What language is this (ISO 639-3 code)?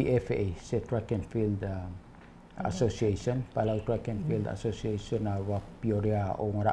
pau